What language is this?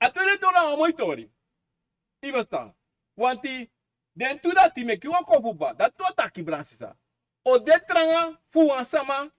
Sranan Tongo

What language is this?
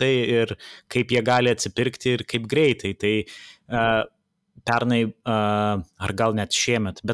Lithuanian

